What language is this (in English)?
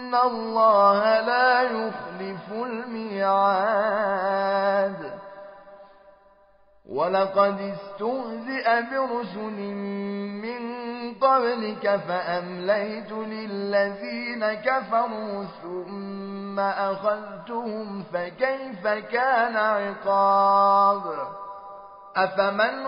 Arabic